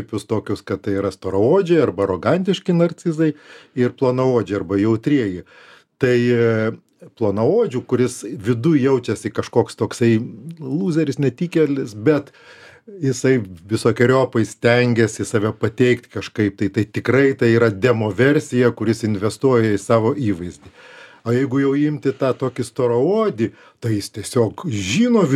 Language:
Lithuanian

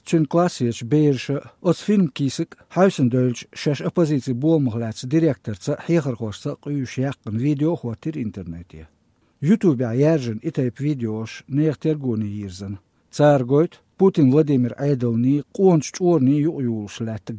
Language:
Chechen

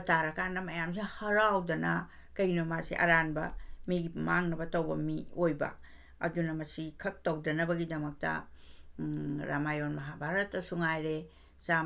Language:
Manipuri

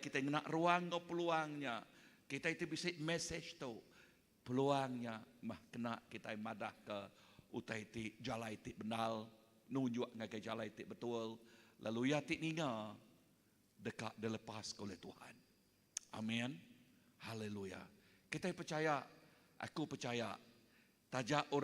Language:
Iban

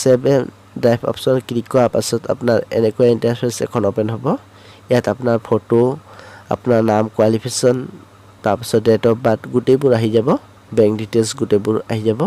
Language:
Assamese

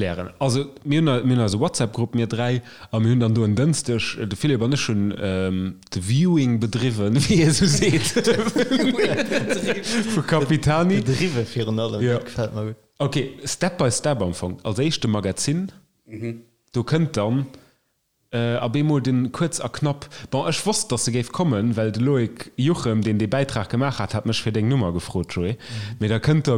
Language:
Luxembourgish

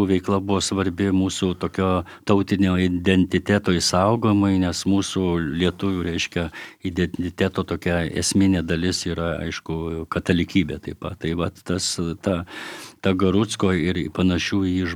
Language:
Lithuanian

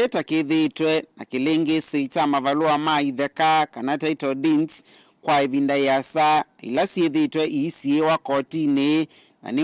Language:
Kamba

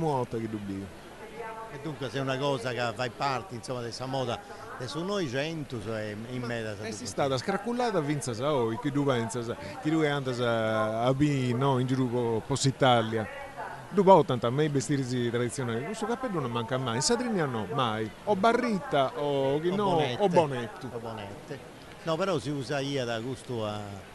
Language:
Sardinian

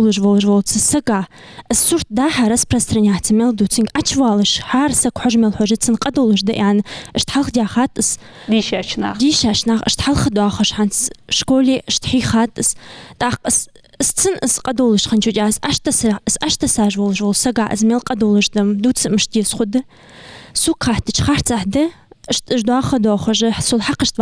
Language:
Ingush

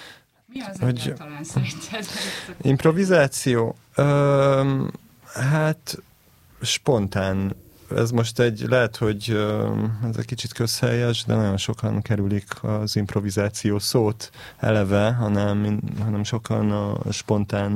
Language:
Hungarian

